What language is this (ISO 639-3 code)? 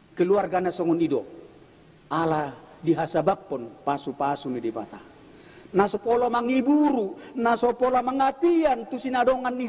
bbc